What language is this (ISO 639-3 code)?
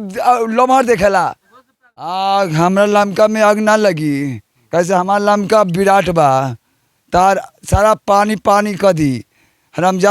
bho